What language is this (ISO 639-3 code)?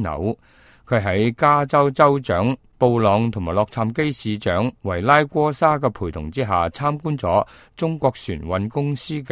yue